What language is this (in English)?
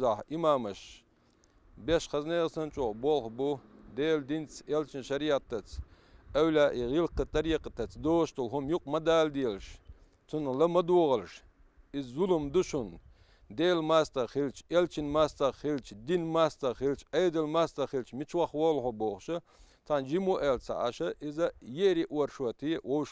Chechen